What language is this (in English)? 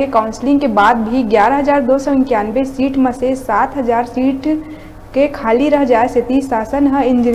Chhattisgarhi